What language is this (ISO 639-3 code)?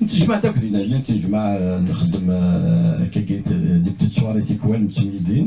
kab